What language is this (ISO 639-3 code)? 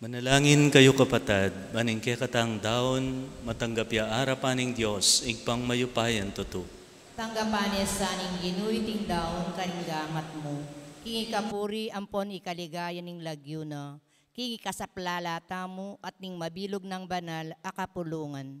pam